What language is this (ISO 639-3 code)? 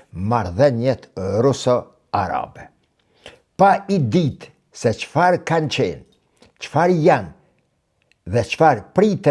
sqi